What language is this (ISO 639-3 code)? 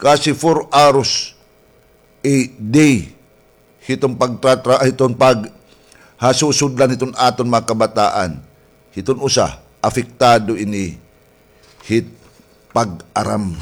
war